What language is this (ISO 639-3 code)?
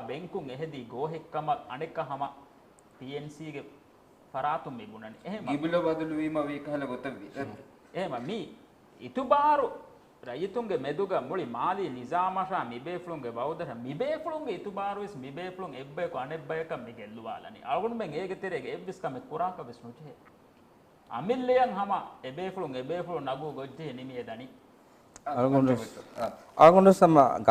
div